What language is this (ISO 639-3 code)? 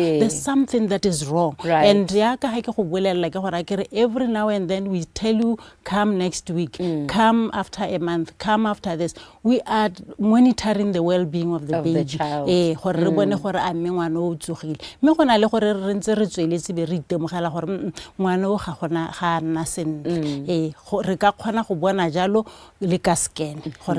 tsn